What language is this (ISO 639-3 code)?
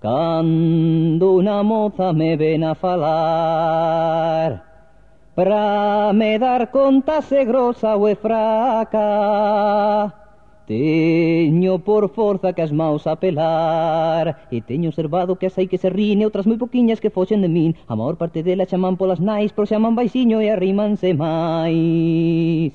glg